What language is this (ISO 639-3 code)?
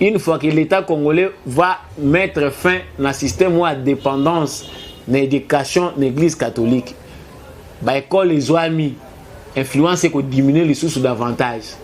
lin